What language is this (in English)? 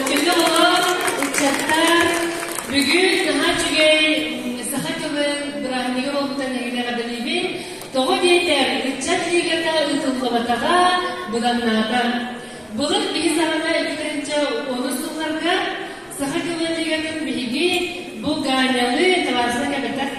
Yakut